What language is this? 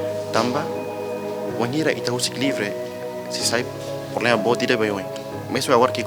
Tetum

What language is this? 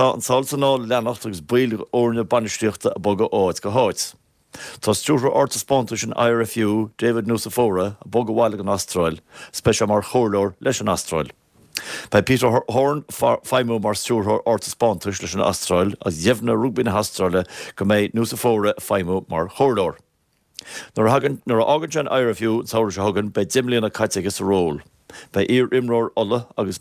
Irish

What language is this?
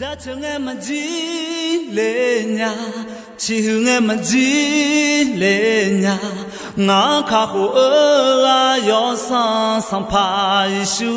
Akha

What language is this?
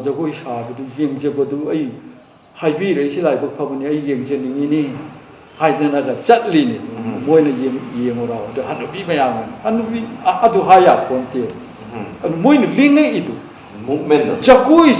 Manipuri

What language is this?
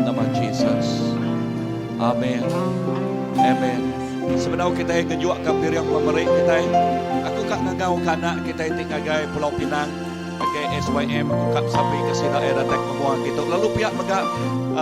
Iban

